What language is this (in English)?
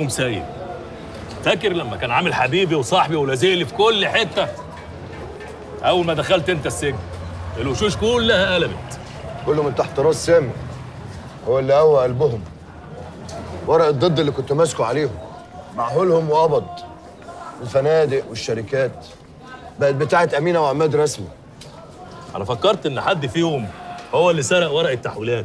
Egyptian Arabic